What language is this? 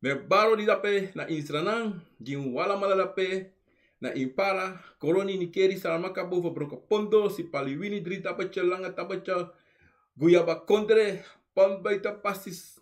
Sranan Tongo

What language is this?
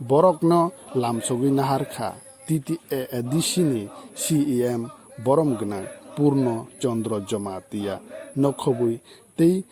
Kok Borok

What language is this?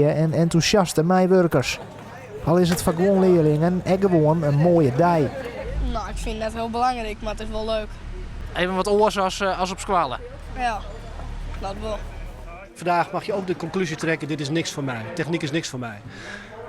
Western Frisian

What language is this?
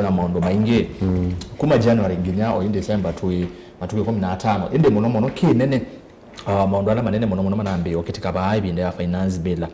Kamba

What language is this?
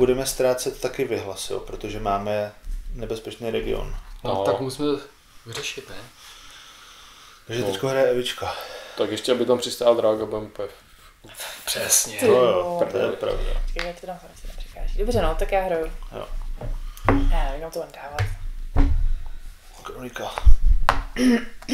Czech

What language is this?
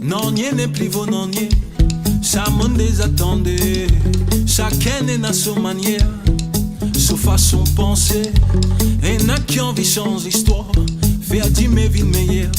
Morisyen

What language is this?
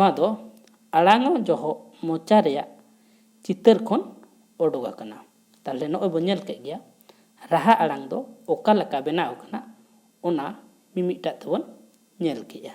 Santali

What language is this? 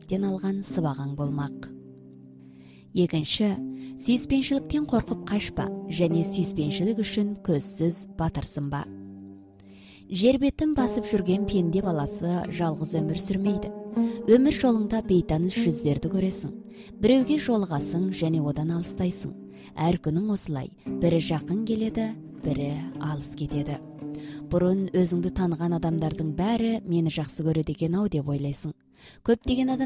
Kazakh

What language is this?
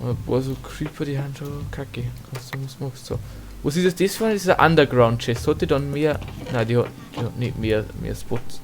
Bavarian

